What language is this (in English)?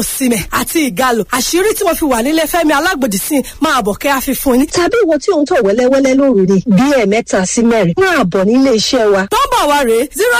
Yoruba